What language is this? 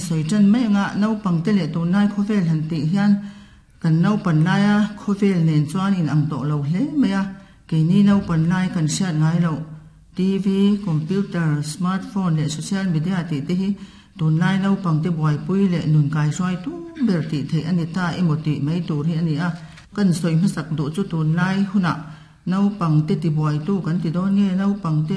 Mizo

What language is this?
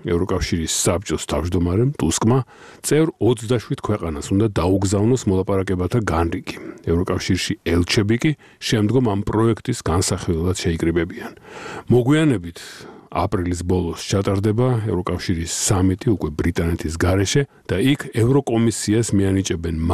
Georgian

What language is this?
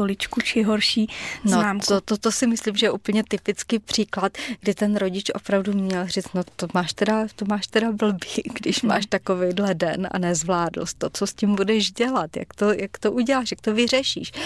Czech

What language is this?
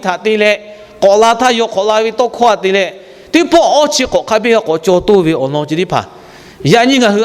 Lahu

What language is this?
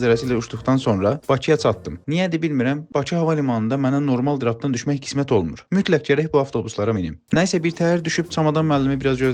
Azerbaijani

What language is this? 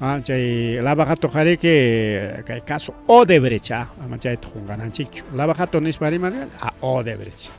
Ayacucho Quechua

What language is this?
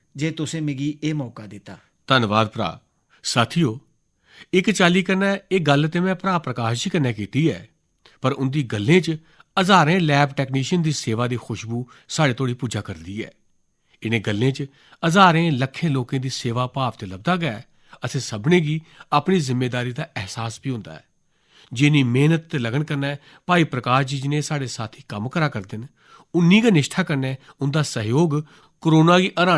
Dogri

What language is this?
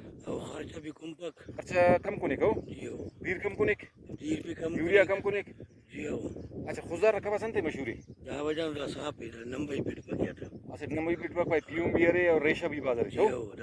Brahui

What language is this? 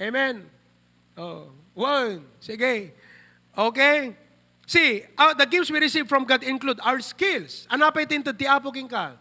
Iloko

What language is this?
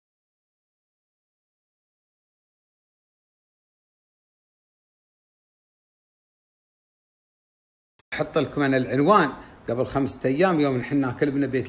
Gulf Arabic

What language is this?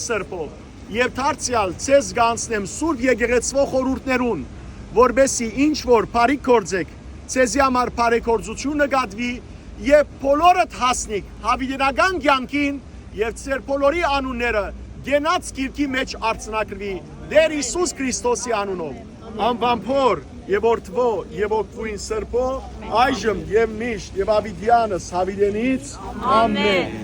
Western Armenian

